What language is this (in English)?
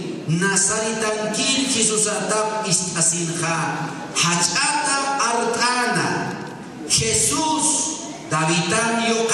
Aymara